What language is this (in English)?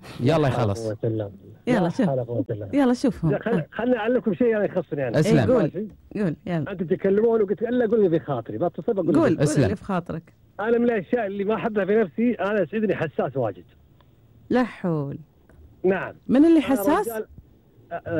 Gulf Arabic